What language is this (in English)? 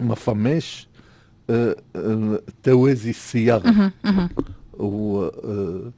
Tunisian Arabic